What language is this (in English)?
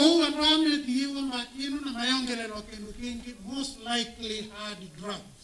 Kamba